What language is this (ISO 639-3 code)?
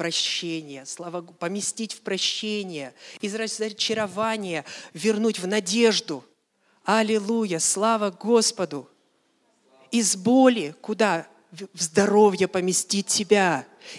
rus